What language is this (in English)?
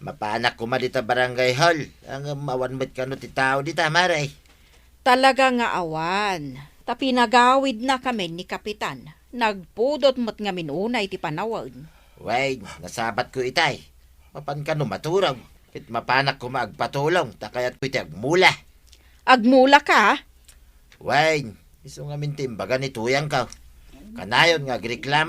Iloko